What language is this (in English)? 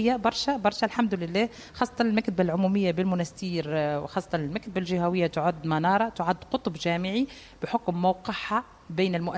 Tunisian Arabic